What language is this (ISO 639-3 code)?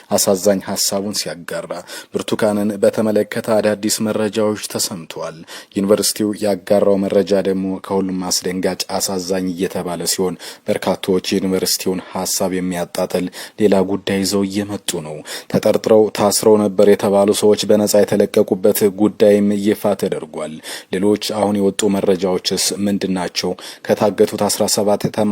amh